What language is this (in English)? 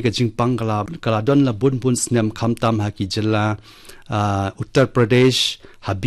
Khasi